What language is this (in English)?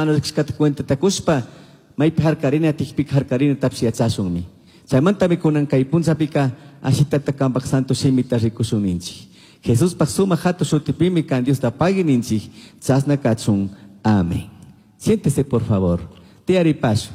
Chimborazo Highland Quichua